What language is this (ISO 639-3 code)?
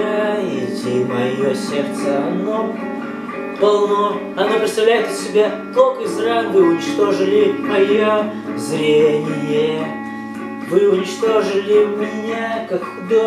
rus